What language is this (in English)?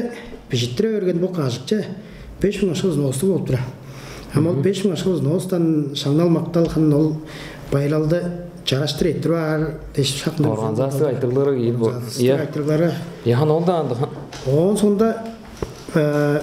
Tuvinian